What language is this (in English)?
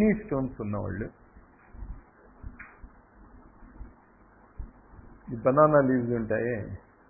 Telugu